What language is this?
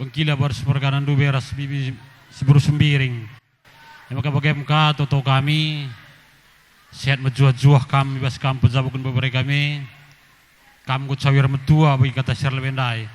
Batak Karo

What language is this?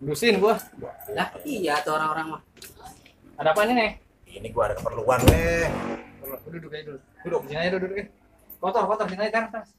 Betawi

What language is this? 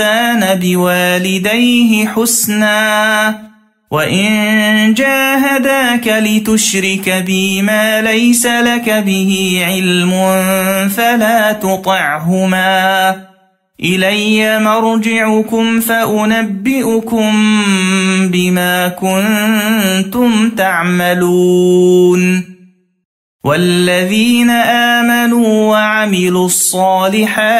Arabic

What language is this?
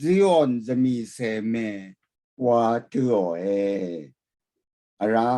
Rawang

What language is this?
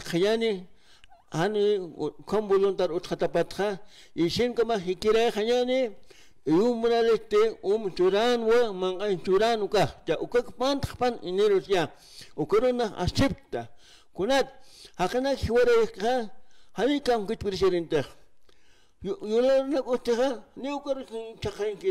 Aymara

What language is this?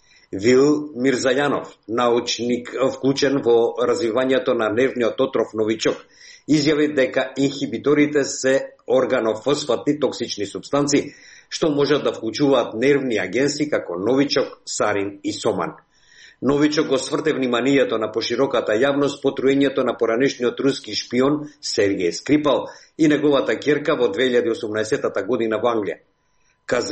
Macedonian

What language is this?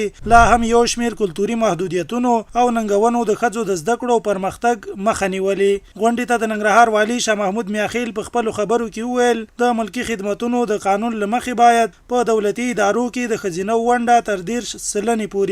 Pashto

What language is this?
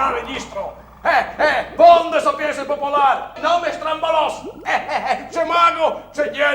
Friulian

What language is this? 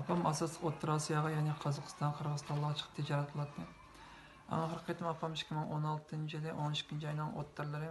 Uyghur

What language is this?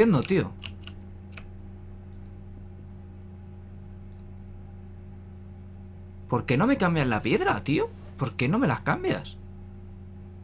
Spanish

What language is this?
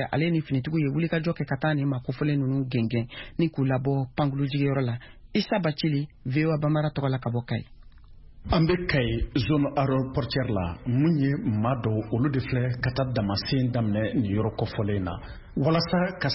Bambara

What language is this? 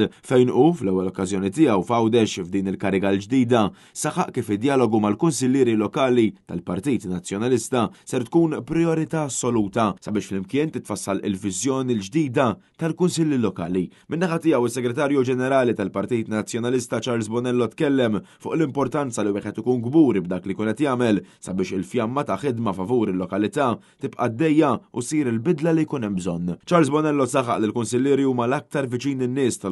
Maltese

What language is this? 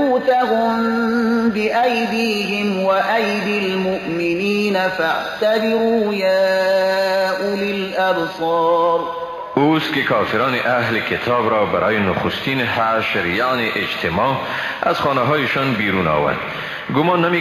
Persian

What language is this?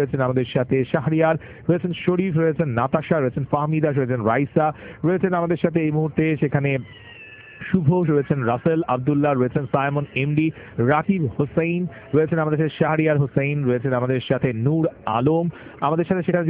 Bangla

